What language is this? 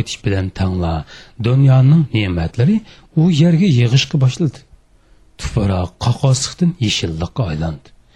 Uyghur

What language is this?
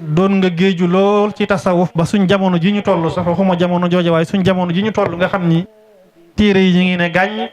Wolof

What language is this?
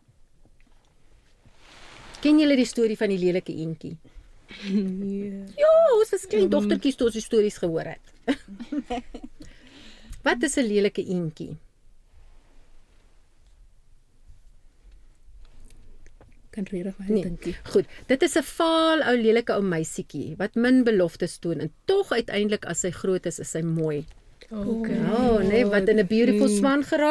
Afrikaans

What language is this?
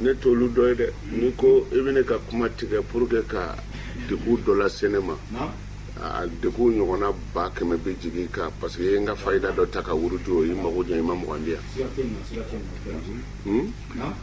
Bambara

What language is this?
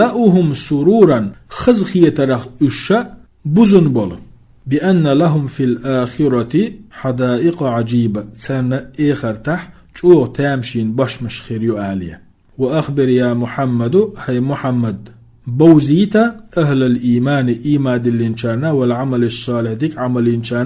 Chechen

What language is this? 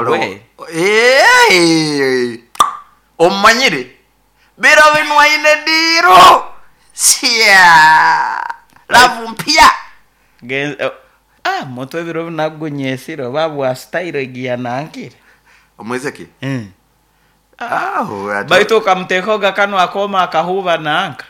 Nyoro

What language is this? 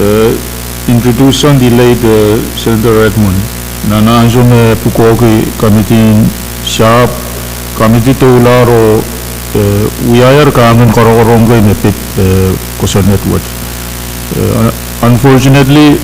Pohnpeian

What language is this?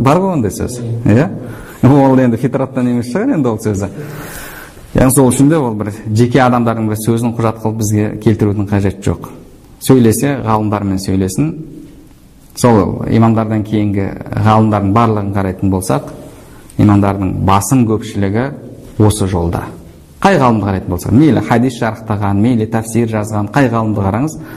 Kazakh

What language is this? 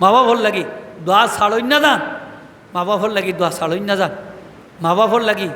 Sylheti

